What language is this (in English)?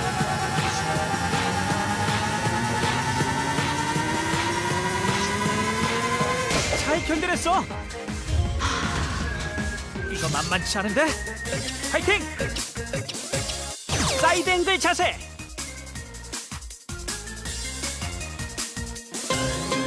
Korean